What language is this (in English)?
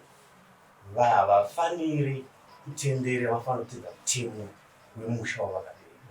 Shona